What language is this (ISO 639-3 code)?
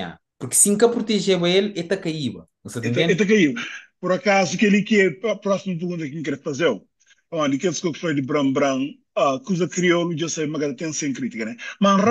kea